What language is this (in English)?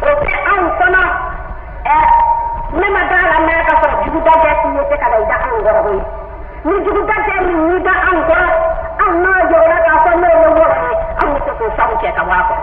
Bambara